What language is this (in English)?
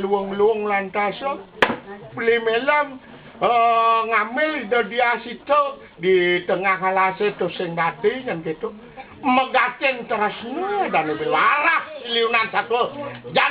Balinese